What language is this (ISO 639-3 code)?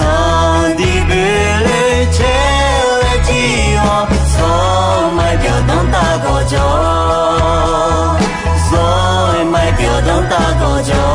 ahk